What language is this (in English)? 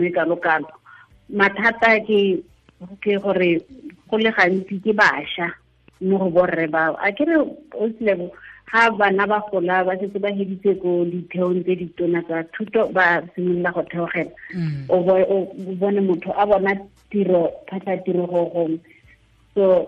Tswana